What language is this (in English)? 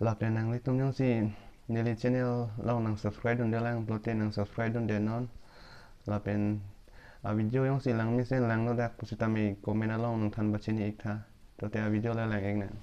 Karbi